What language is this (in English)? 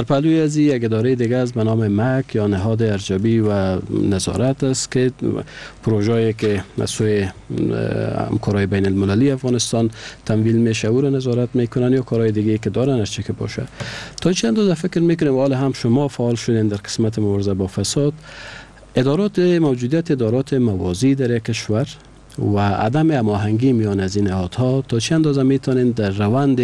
Persian